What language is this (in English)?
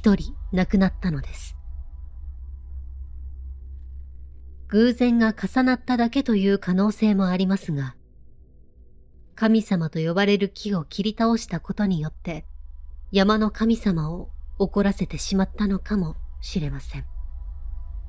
Japanese